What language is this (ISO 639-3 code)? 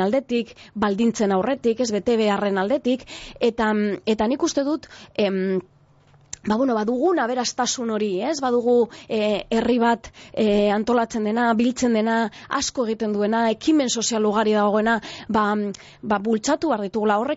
eus